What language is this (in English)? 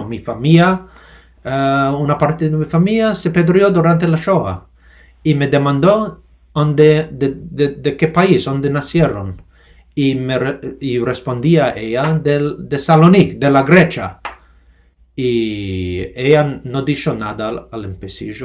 Ladino